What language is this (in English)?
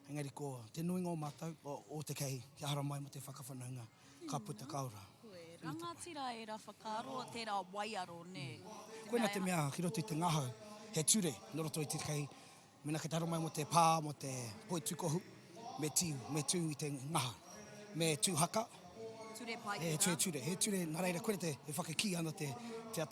Māori